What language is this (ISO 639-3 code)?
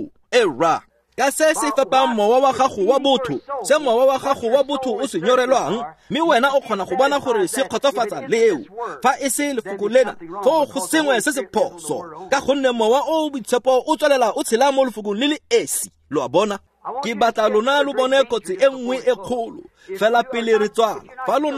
tsn